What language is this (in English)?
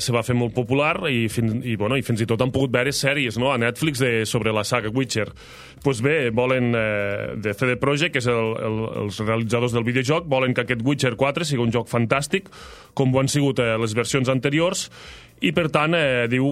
Catalan